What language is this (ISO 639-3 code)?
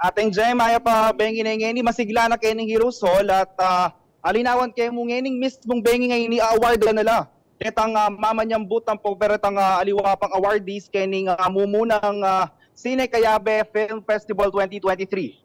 pam